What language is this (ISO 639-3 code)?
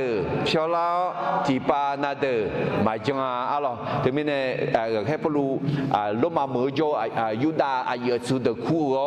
ahk